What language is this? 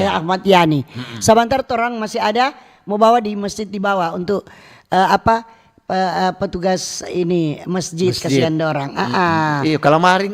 Manado Malay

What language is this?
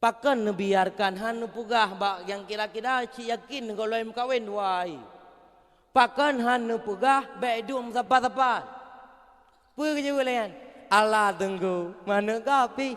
Achinese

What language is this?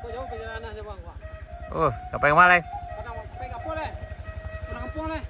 Minangkabau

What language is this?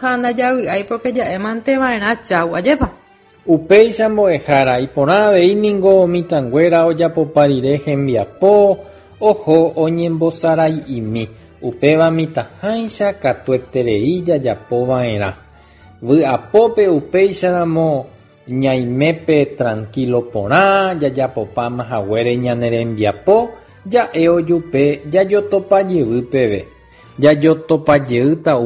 Guarani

